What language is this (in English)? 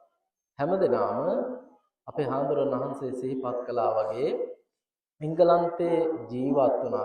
Sinhala